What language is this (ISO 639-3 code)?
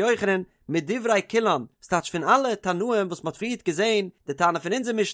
yid